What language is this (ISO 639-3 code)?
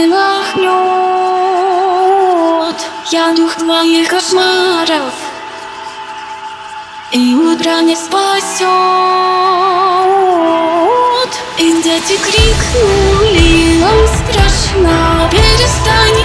rus